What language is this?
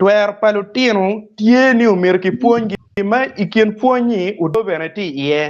Acoli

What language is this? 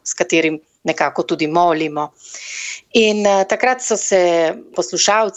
Slovenian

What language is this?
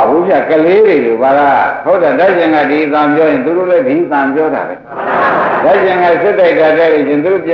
Burmese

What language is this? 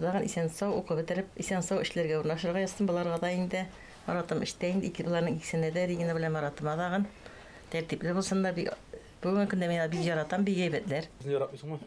Tatar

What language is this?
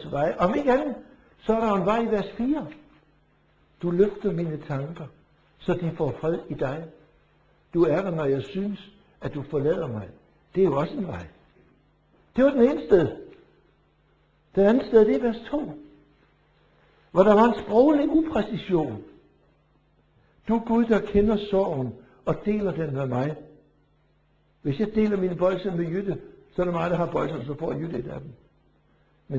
Danish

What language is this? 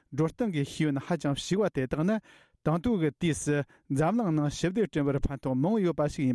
Tibetan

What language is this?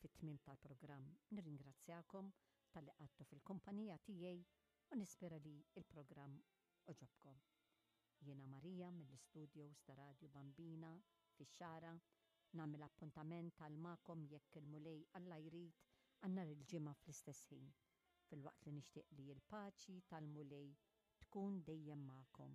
Maltese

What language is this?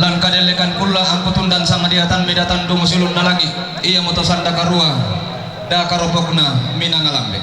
Toraja-Sa'dan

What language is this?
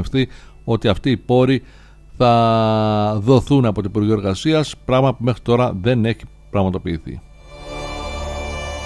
Greek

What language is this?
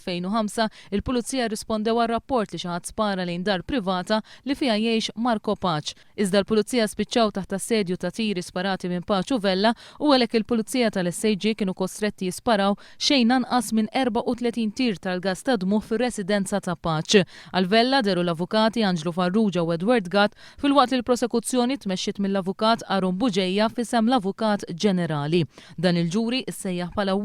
Maltese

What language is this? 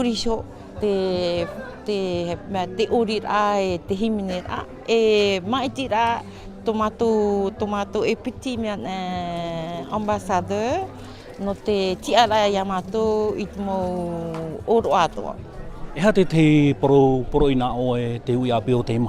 Tahitian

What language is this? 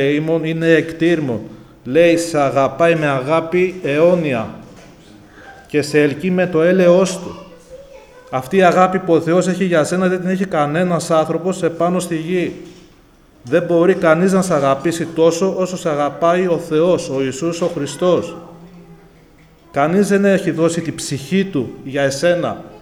Greek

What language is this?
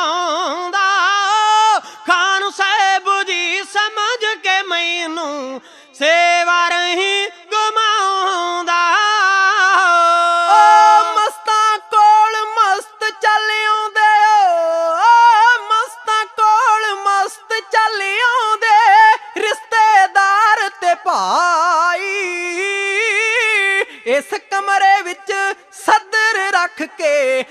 Punjabi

